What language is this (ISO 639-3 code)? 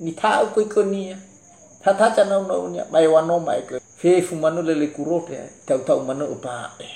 nia